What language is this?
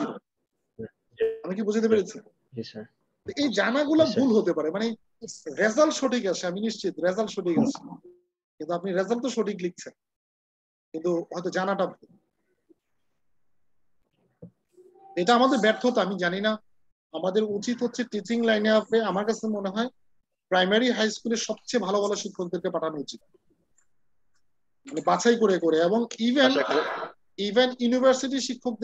Bangla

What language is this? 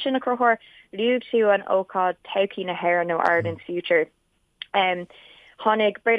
Irish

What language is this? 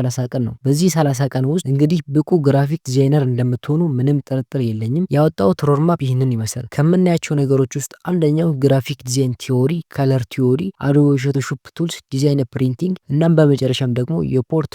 Amharic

